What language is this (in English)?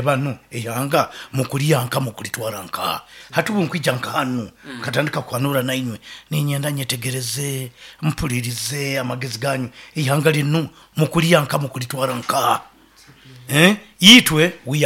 Nyoro